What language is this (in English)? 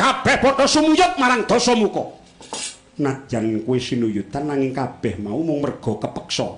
Javanese